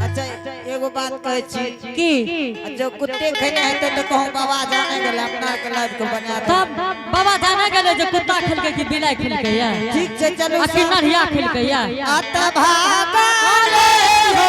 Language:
Angika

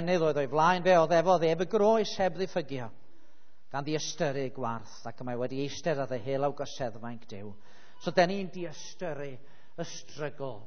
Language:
Welsh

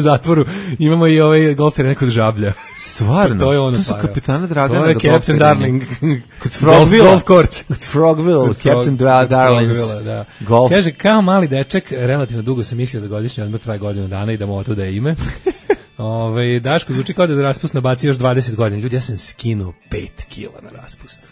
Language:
Serbian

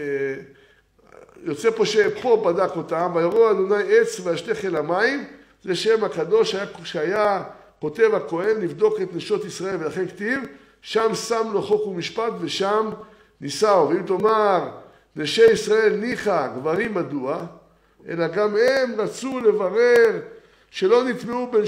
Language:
Hebrew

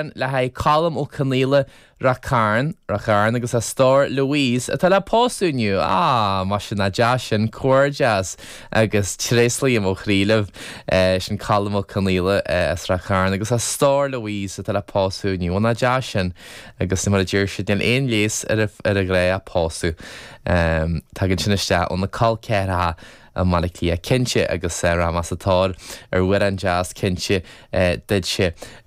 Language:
Irish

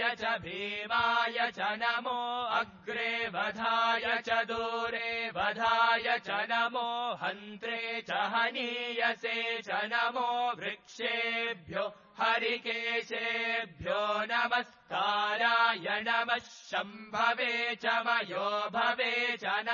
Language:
Sanskrit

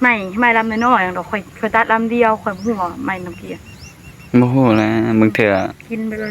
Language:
Northeastern Thai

